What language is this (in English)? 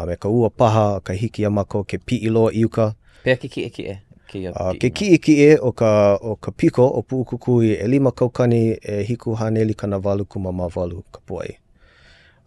Hawaiian